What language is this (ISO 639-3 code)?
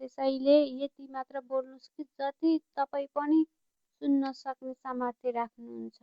nep